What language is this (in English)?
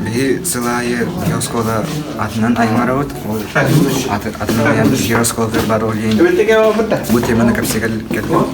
Yakut